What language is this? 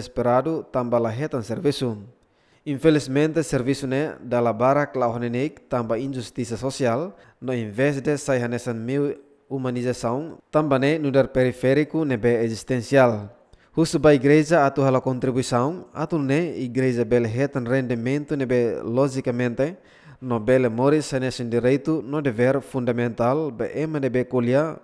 Tetum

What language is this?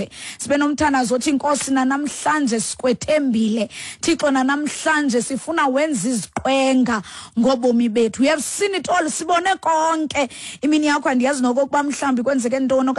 Xhosa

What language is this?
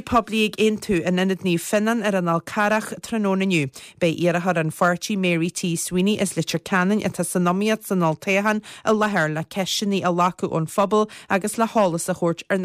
Irish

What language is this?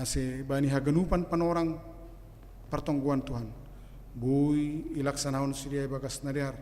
Batak Simalungun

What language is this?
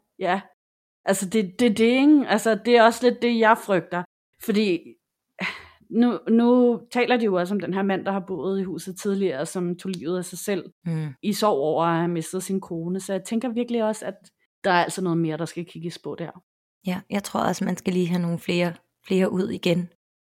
Danish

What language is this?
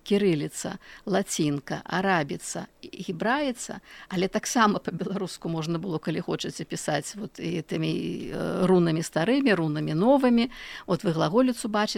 Belarusian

